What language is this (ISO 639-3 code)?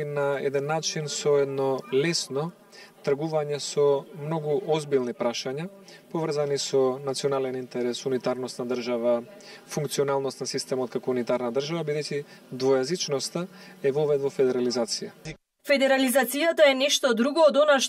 mkd